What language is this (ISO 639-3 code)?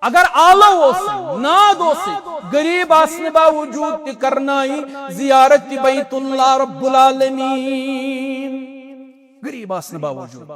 kas